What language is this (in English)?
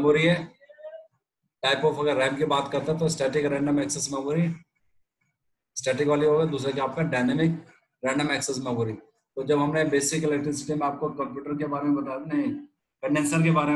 Hindi